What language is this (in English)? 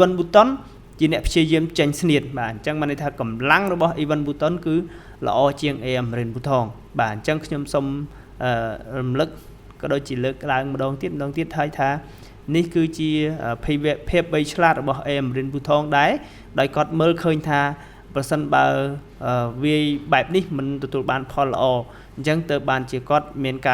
Khmer